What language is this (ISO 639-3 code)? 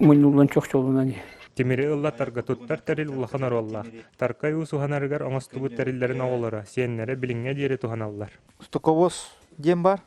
sah